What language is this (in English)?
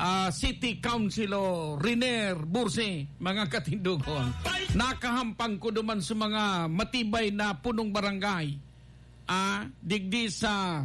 Bikol